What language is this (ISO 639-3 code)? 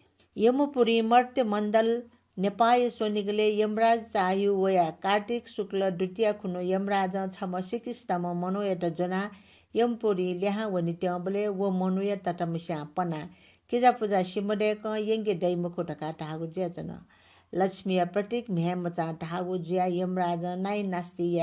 new